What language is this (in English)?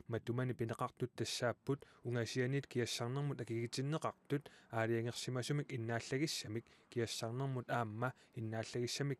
Kalaallisut